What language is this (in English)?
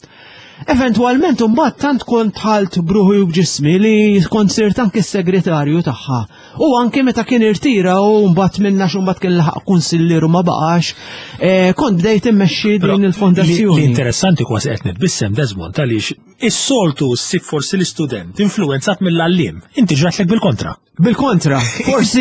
Maltese